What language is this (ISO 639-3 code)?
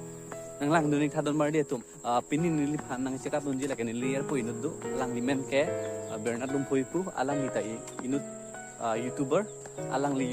mjw